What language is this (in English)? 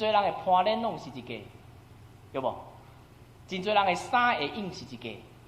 Min Nan Chinese